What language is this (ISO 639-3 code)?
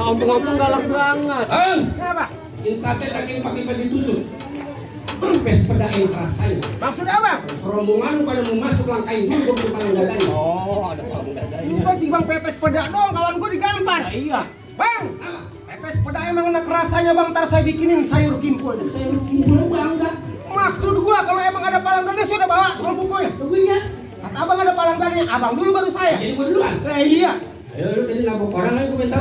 bew